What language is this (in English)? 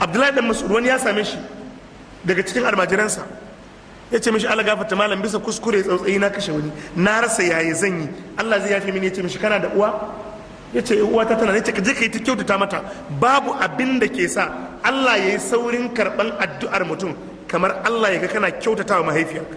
Hausa